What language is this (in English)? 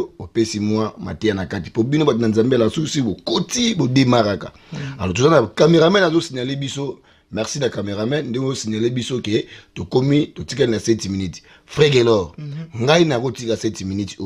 Lingala